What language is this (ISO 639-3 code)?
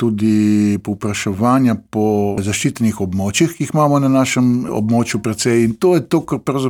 slv